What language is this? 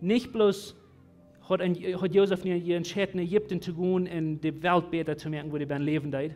Plautdietsch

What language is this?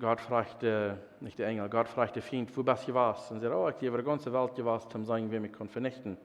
Plautdietsch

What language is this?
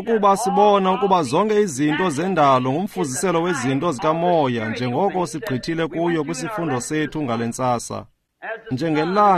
Xhosa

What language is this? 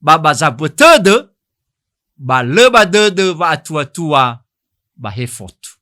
Nias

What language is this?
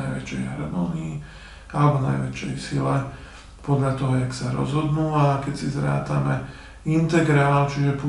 Slovak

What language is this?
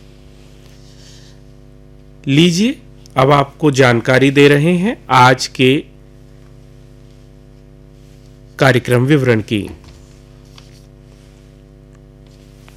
Hindi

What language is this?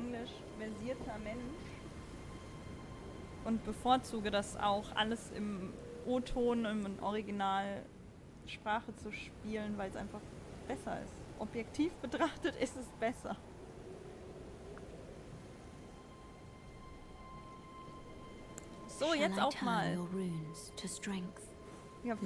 German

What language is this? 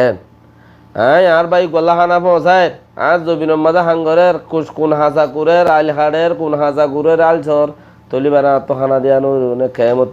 Rohingya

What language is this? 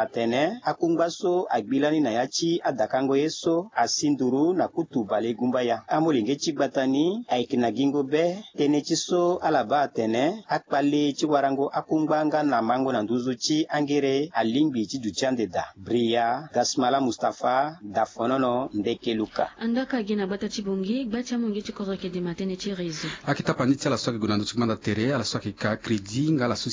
Sango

